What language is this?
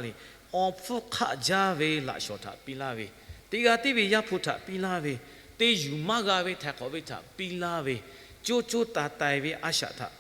Lahu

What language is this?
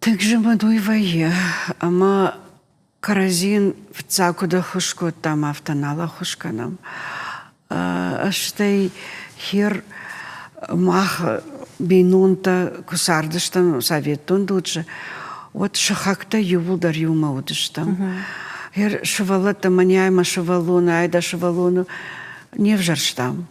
Ossetic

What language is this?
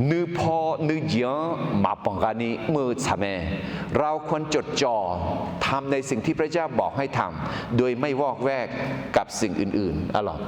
Akha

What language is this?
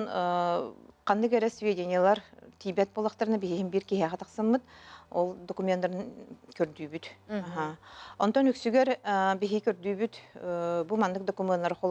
Yakut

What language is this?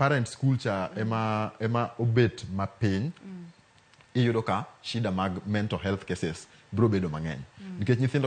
Luo (Kenya and Tanzania)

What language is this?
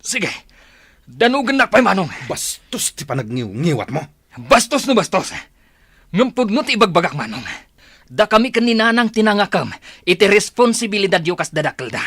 Iloko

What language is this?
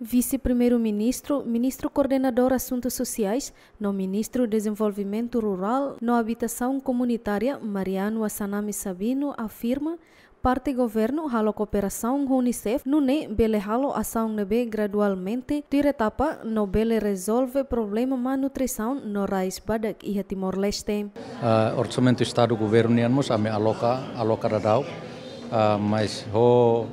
Tetum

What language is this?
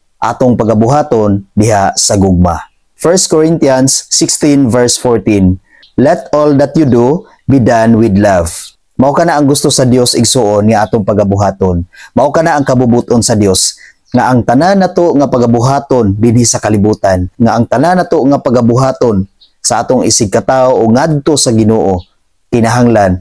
Cebuano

